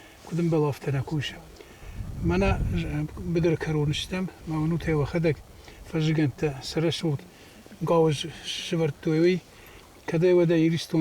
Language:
Ossetic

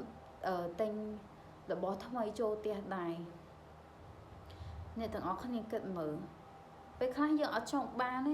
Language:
Khmer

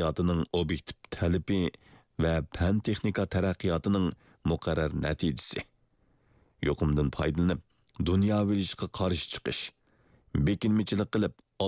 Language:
Uyghur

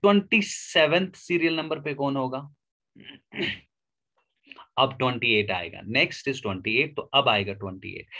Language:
Hindi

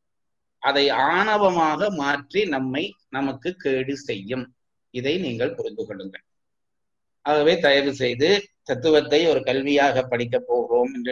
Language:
Tamil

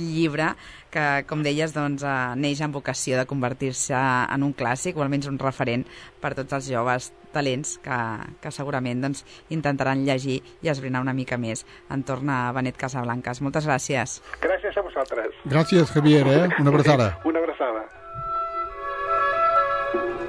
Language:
Catalan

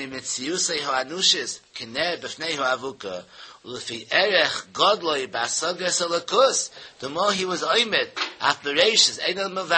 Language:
Yiddish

